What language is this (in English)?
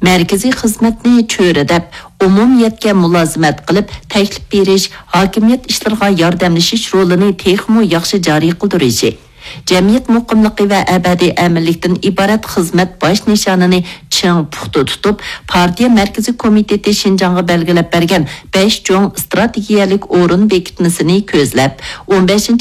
Uyghur